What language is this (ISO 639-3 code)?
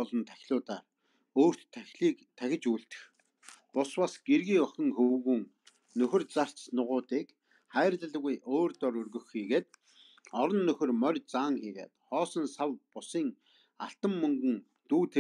mon